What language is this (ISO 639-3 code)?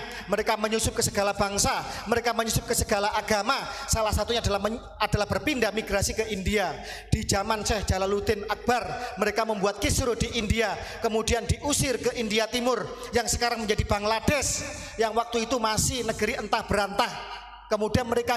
ind